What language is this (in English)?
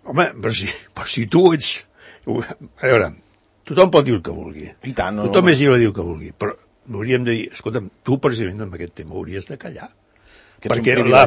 Catalan